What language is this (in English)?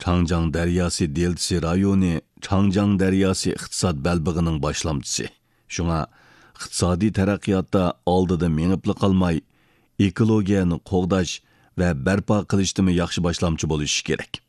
Uyghur